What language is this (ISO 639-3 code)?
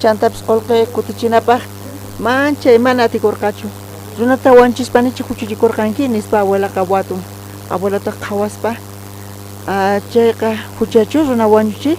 quh